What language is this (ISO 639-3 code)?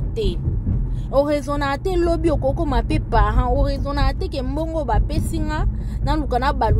lin